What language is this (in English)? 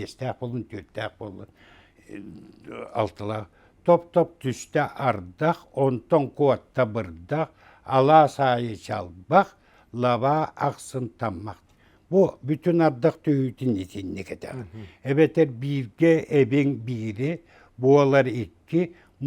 Yakut